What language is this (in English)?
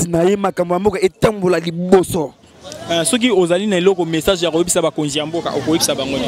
Lingala